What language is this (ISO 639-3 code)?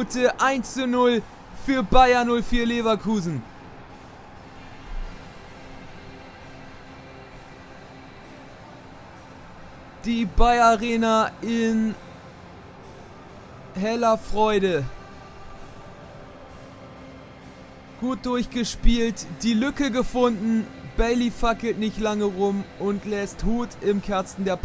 deu